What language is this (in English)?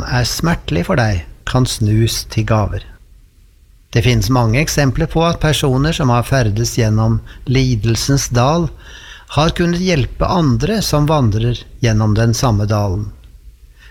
Norwegian